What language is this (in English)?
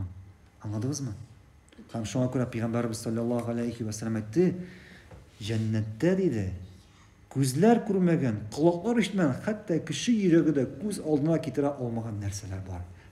Tatar